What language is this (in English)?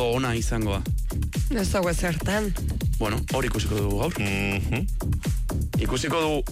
Basque